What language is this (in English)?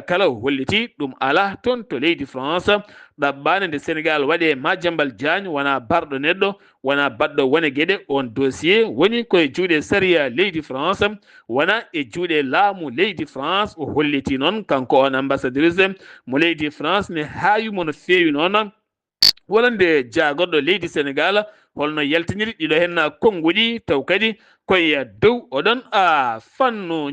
Fula